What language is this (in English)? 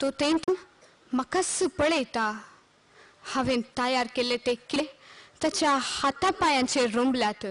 Konkani